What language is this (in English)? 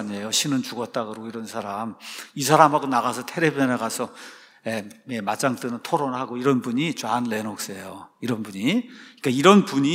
Korean